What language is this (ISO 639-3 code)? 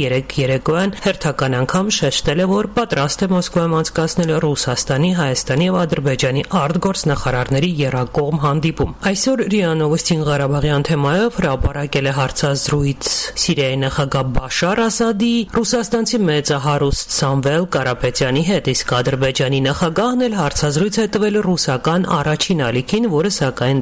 hye